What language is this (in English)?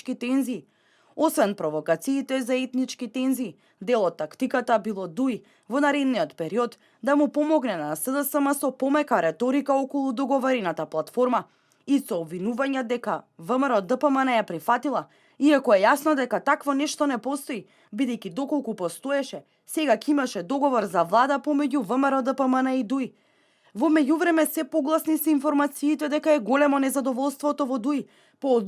Macedonian